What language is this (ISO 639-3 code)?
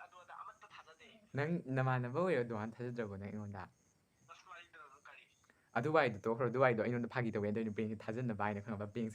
mni